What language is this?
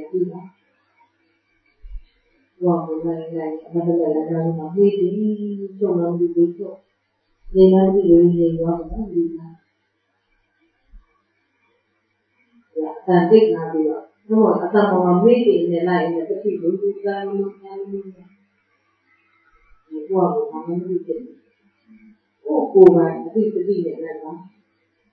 Burmese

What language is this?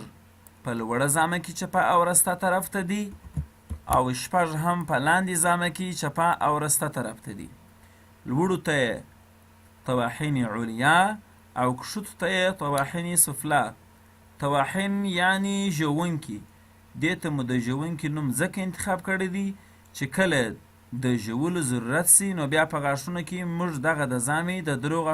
Pashto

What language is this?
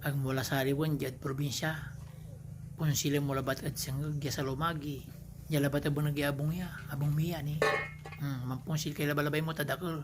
Pangasinan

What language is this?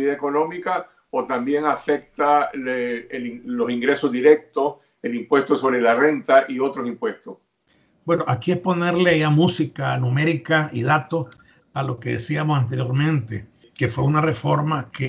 Spanish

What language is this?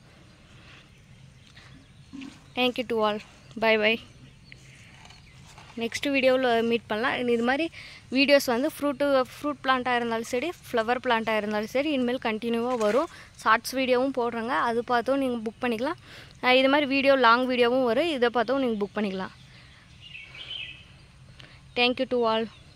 Tamil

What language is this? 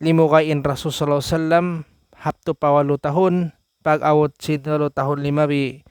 Tausug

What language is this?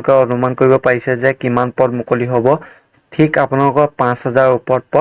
Assamese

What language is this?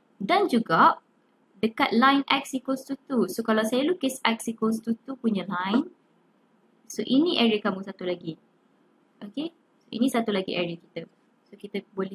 Malay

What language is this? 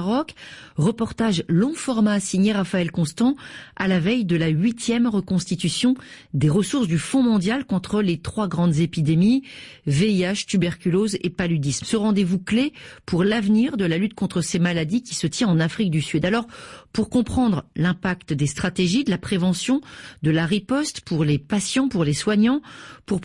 French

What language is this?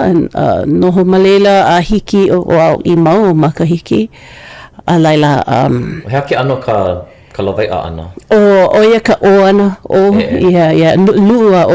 Hawaiian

